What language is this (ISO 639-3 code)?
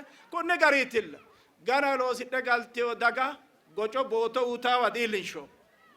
sid